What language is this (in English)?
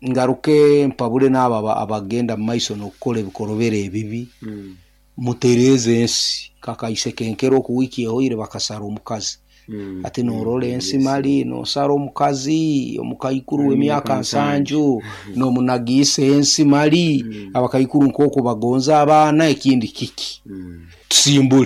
Nyoro